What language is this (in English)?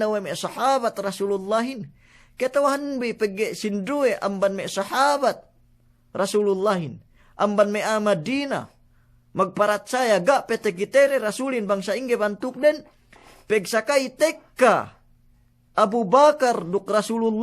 Yakan